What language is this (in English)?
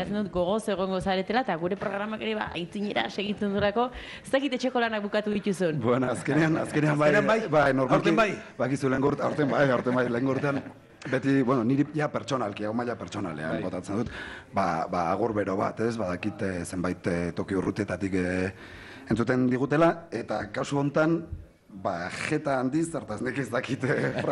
Basque